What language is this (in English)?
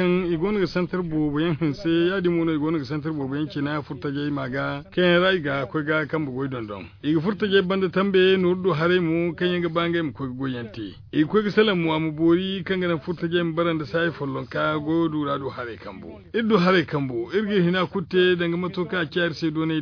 Zarma